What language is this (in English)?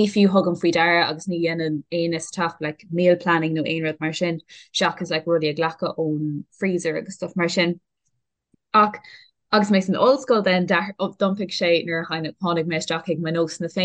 Irish